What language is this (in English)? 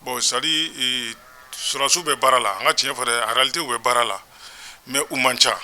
Bambara